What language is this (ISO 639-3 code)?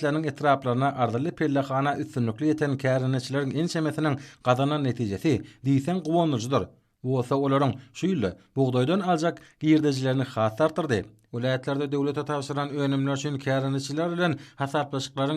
tuk